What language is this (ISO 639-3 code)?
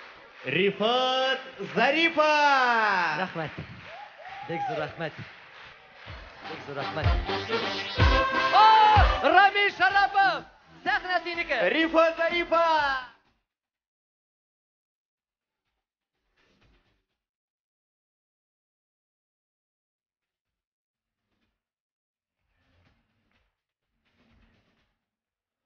tat